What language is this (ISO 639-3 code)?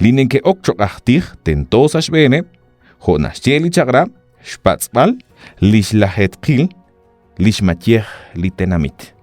kek